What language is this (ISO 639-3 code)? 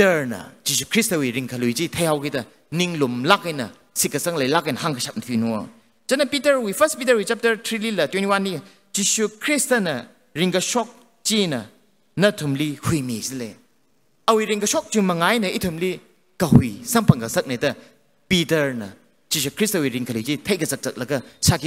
nmf